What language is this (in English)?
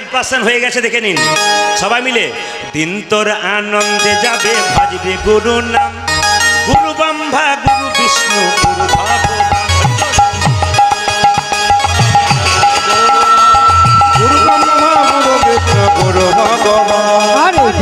Bangla